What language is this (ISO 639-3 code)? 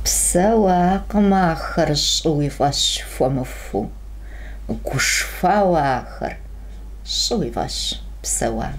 kbd